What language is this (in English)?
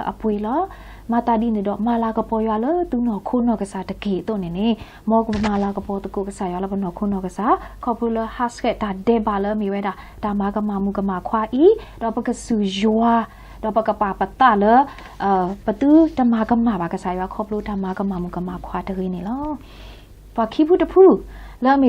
S'gaw Karen